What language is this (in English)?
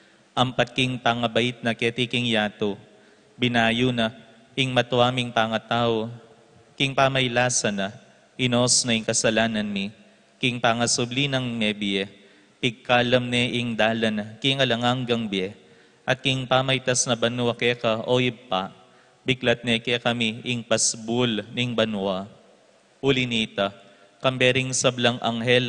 Pampanga